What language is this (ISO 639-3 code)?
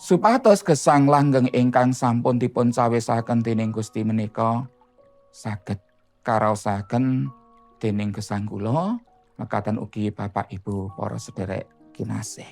jav